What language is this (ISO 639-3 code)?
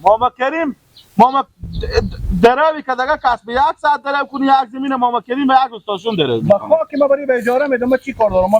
fas